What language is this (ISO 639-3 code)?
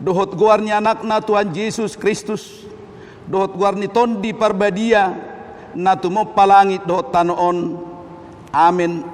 bbc